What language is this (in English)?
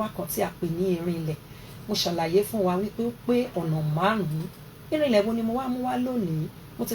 Yoruba